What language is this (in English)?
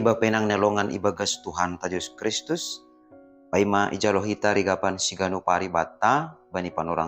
Batak Simalungun